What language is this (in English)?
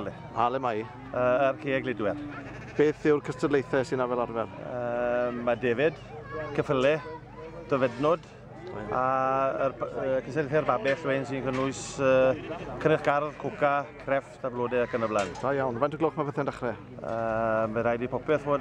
Welsh